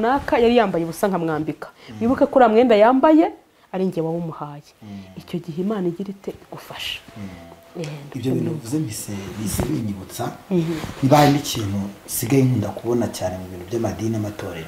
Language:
Kinyarwanda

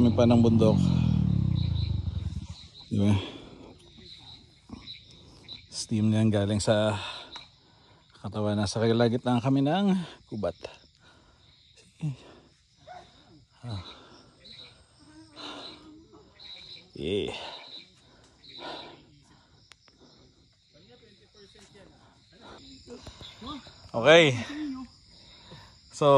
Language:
Filipino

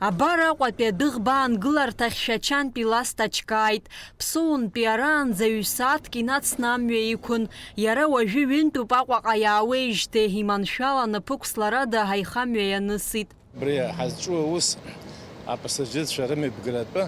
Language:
Abkhazian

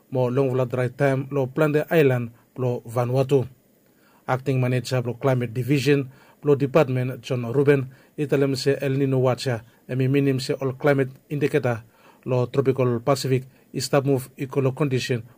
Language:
Bislama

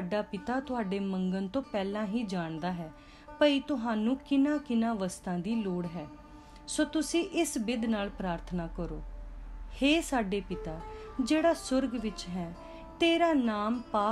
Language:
Punjabi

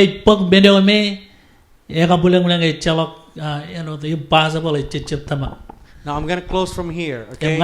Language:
Marshallese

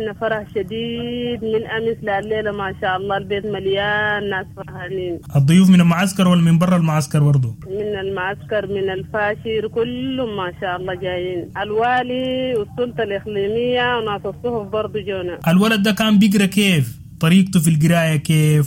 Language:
Sudanese Arabic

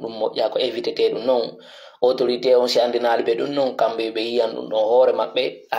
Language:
Fula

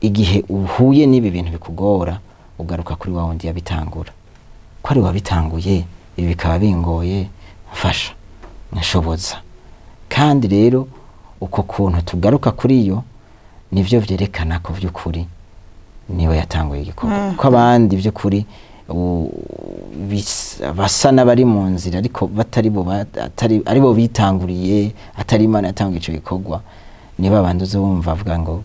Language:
Rundi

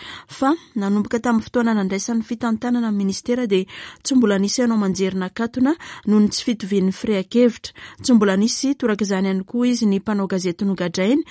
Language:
Malagasy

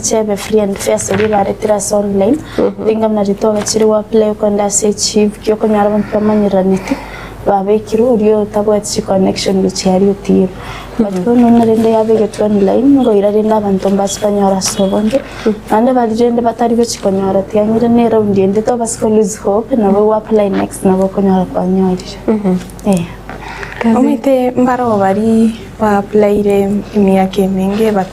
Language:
Gusii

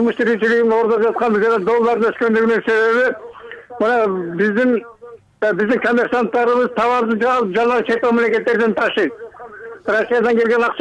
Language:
Kyrgyz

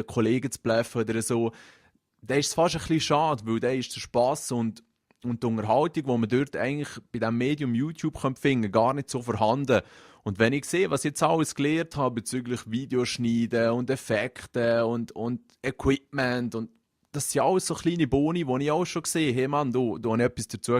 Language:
Swiss German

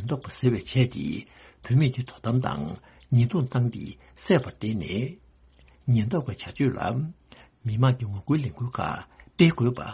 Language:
Tibetan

